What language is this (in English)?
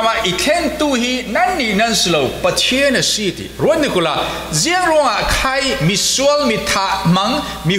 Falam Chin